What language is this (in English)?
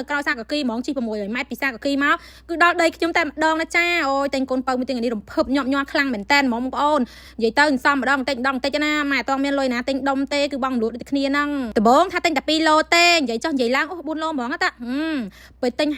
Khmer